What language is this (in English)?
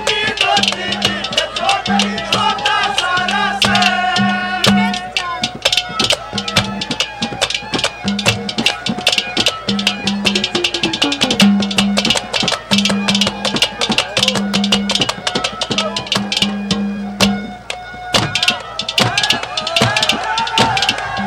Haryanvi